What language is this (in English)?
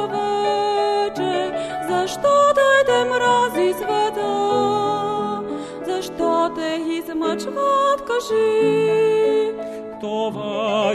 Bulgarian